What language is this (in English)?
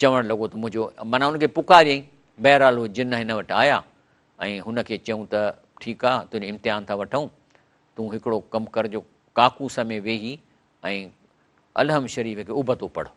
Sindhi